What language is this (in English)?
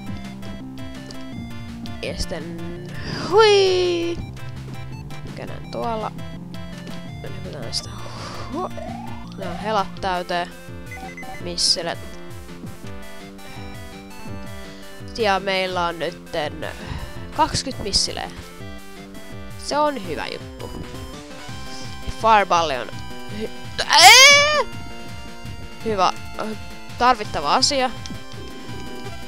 Finnish